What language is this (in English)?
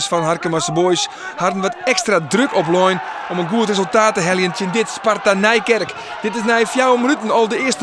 Western Frisian